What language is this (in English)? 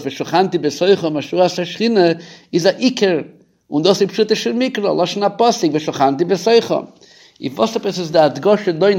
Yiddish